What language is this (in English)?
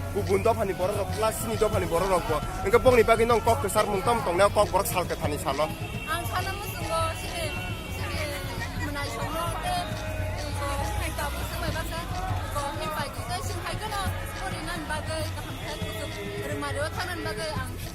Kok Borok